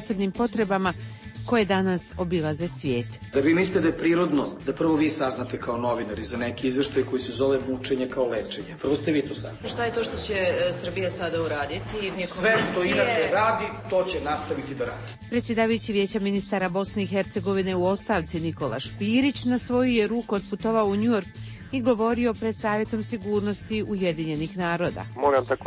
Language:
Croatian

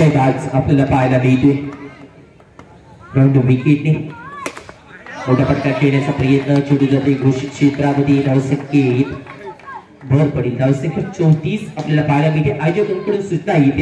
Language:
Marathi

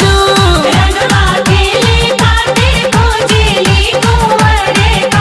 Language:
Bhojpuri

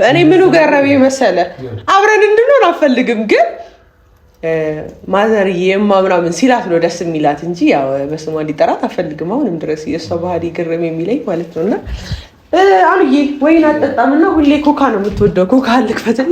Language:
Amharic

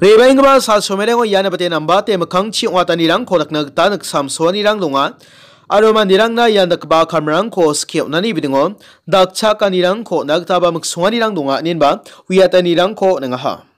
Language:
Garo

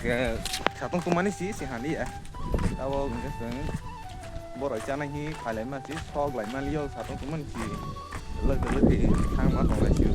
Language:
Kok Borok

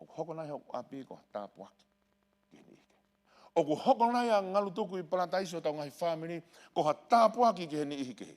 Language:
Tongan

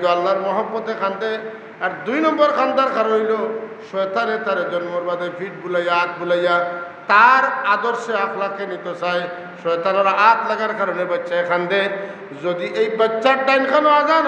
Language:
Sylheti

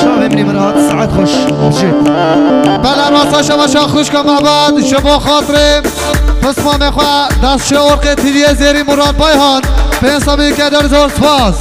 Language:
Kurdish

